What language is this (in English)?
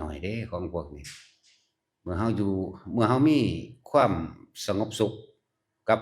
Northeastern Thai